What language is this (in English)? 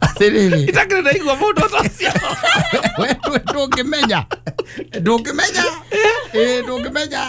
Kikuyu